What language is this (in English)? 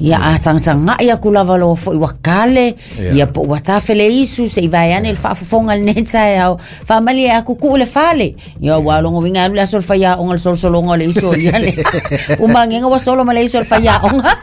Samoan